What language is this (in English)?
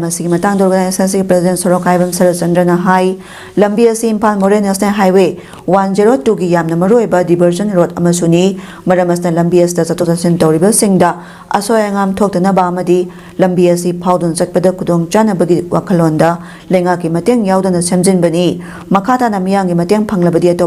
Manipuri